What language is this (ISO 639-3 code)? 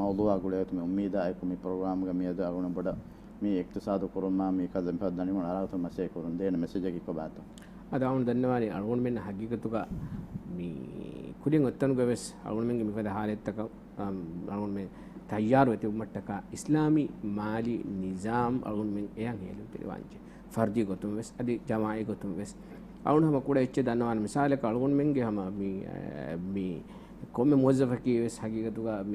div